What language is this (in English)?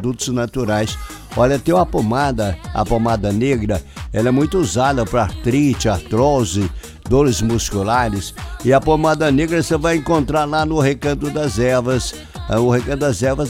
Portuguese